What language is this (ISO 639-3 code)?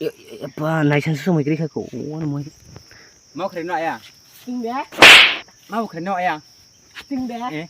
trp